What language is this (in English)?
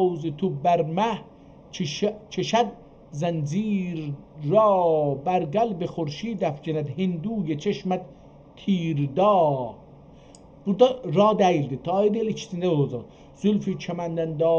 South Azerbaijani